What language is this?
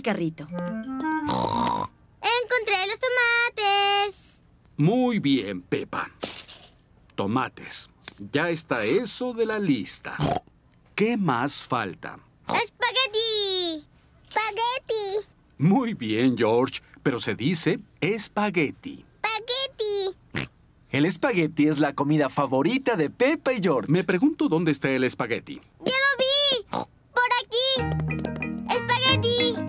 Spanish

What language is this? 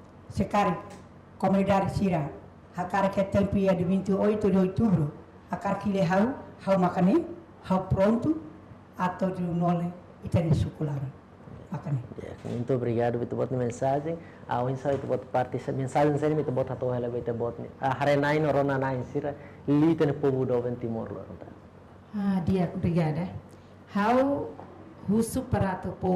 Tetum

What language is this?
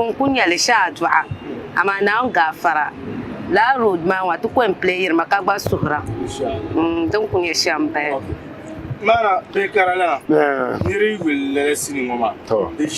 Dagbani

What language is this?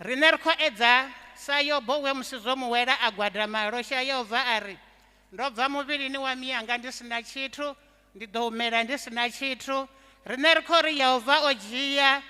Venda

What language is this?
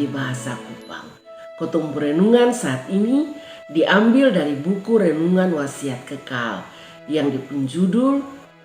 Kupang Malay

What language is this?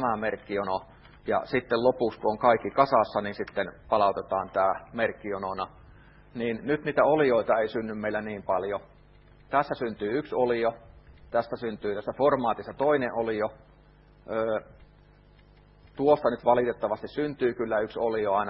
Finnish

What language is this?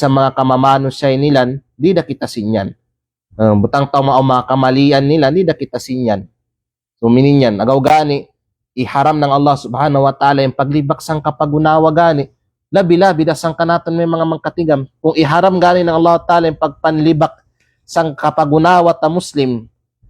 Kalagan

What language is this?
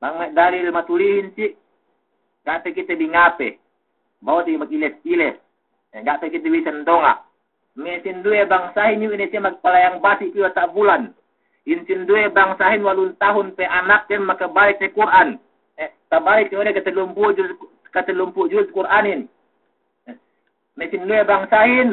Yakan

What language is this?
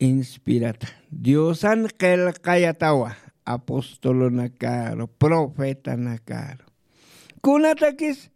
Aymara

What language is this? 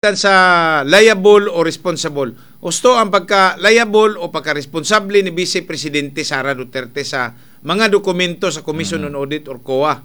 Cebuano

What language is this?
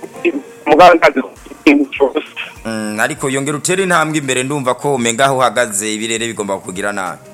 Rundi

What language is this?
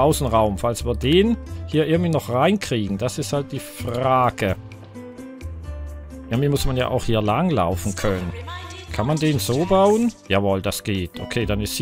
German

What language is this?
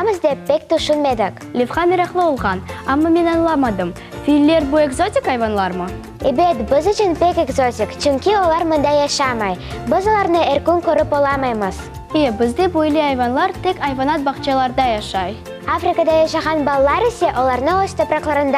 Crimean Tatar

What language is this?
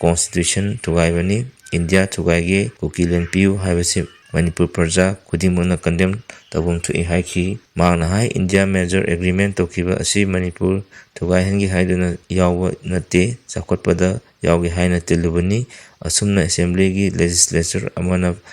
Manipuri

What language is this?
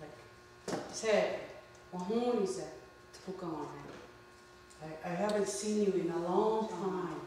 Mohawk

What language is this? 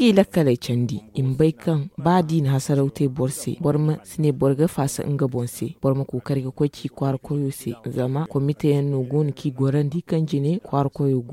Zarma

